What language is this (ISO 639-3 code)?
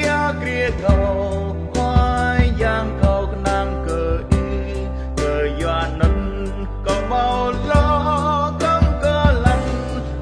cmo